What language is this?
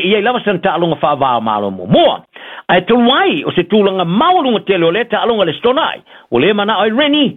Samoan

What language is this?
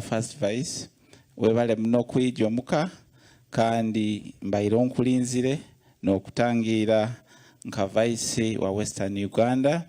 Nyankole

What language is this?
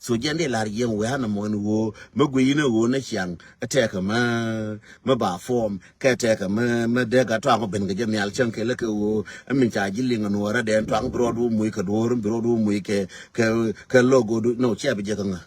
Nuer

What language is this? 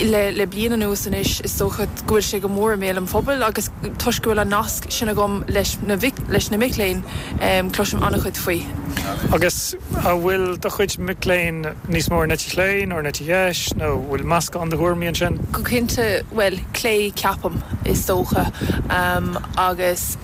Irish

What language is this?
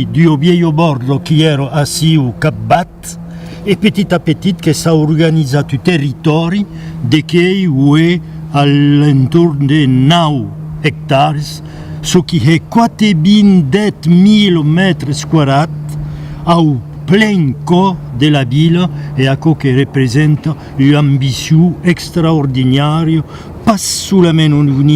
Occitan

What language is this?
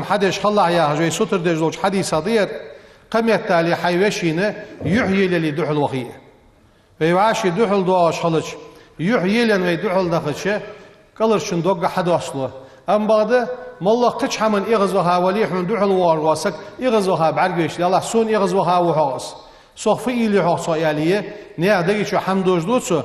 Ingush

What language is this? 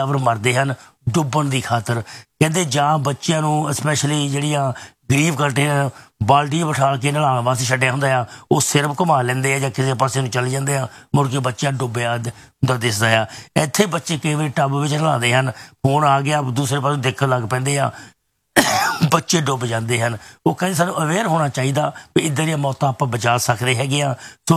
Punjabi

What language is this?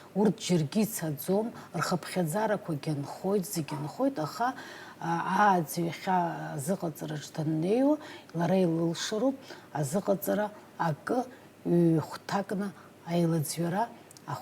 Abkhazian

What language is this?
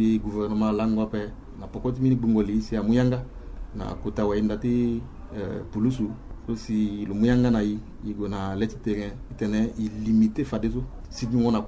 Sango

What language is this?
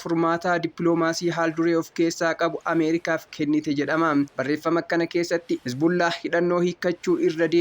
Oromo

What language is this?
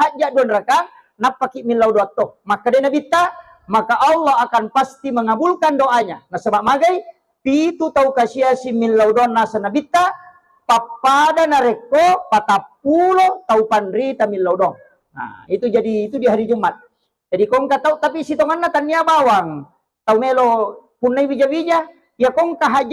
Buginese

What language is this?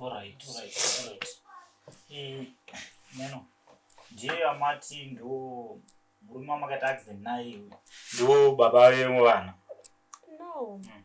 Shona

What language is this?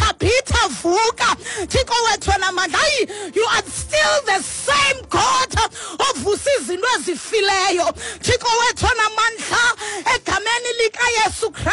Xhosa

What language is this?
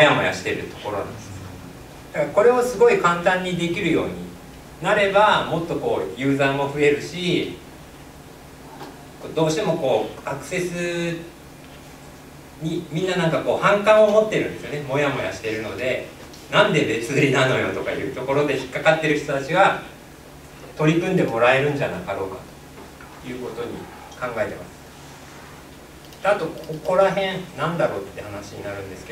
Japanese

